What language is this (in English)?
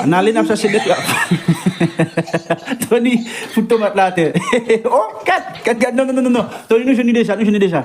Haitian Creole